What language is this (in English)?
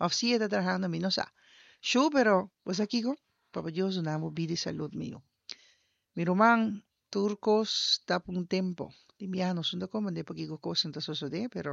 Papiamento